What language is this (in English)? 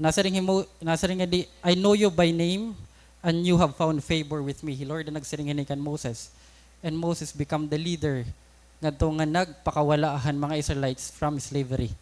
Waray